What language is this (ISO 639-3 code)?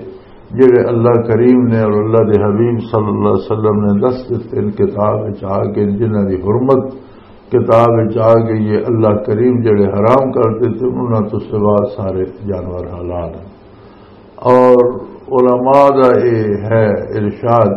lah